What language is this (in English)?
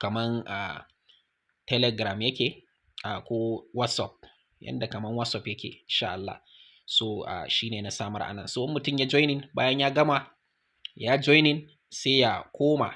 Hausa